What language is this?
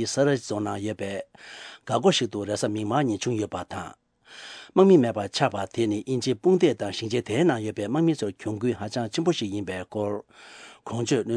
Tibetan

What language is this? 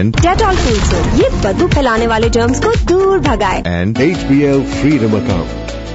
Urdu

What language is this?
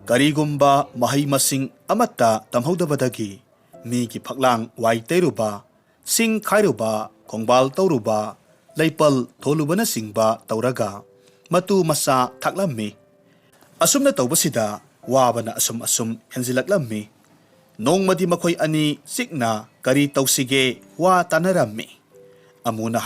Manipuri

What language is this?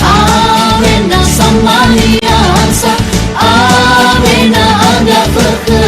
Nias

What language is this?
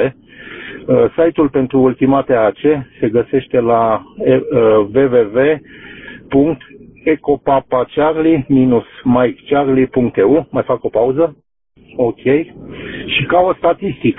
Romanian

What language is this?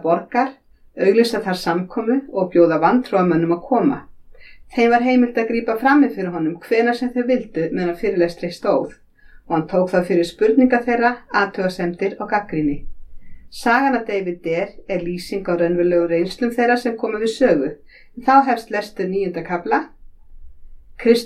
Icelandic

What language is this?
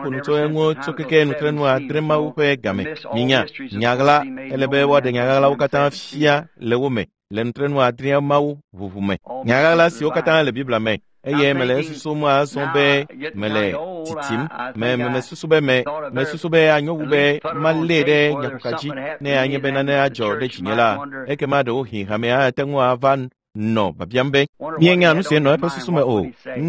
Ewe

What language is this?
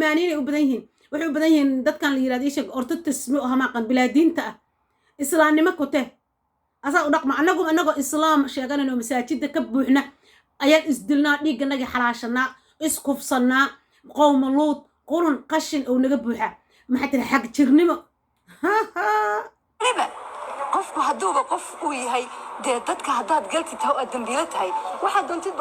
Somali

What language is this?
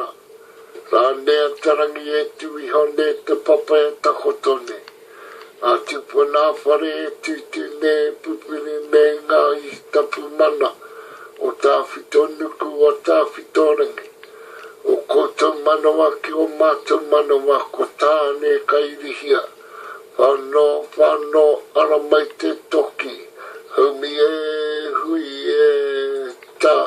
Māori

